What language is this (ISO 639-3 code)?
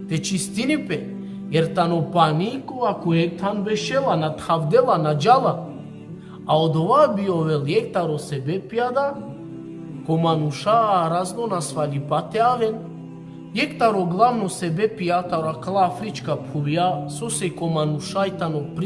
rmn